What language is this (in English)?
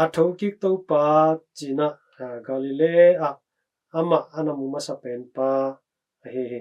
Tedim Chin